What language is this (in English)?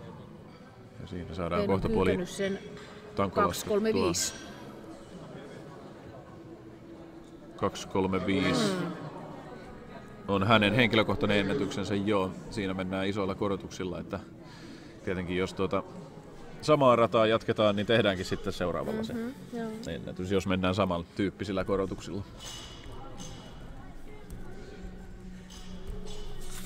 Finnish